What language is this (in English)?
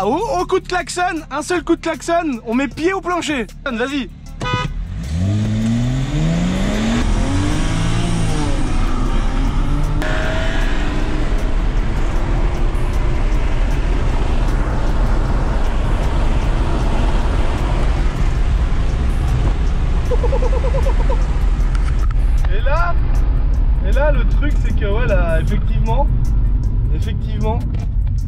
French